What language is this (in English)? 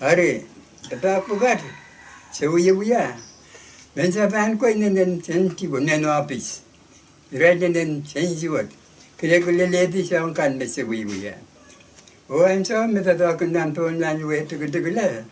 Pohnpeian